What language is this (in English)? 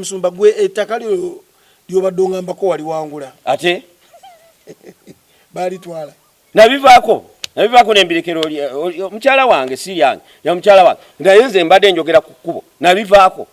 Ganda